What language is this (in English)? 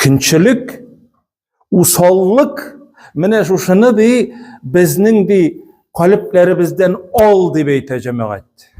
Tatar